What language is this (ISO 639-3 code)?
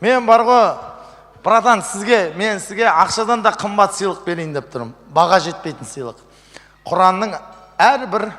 kaz